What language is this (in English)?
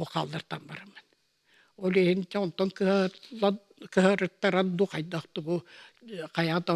Yakut